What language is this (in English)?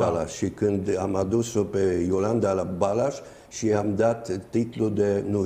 Romanian